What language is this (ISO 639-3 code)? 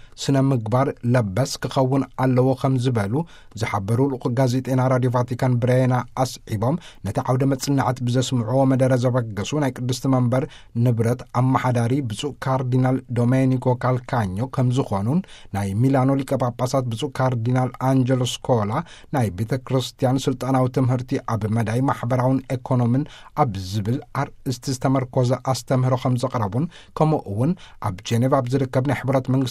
tir